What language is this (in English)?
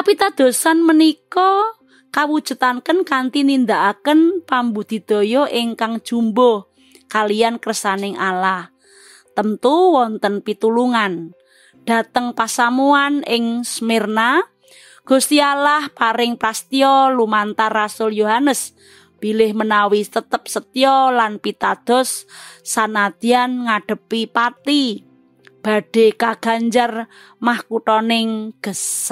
Javanese